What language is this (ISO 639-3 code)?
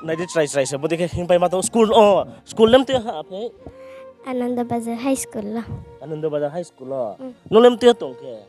ria